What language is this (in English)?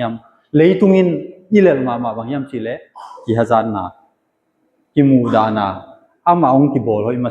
Tedim Chin